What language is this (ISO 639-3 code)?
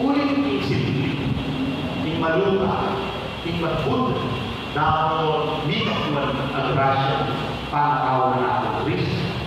pam